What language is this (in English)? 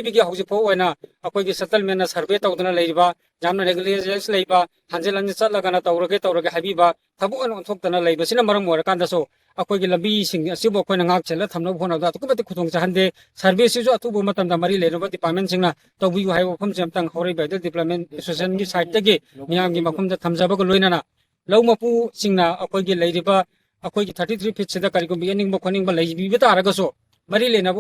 Manipuri